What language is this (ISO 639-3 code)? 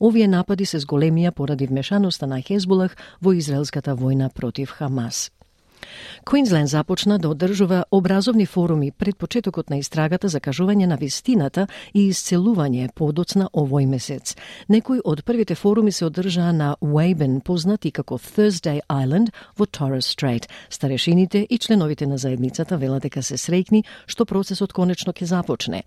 mkd